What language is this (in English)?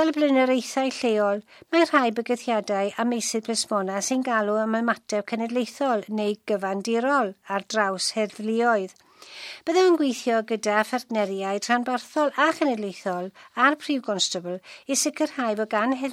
Welsh